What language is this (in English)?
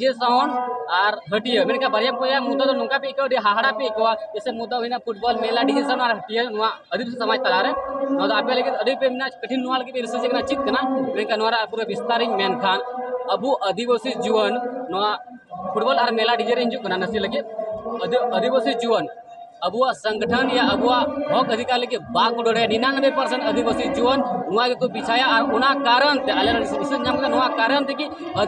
Santali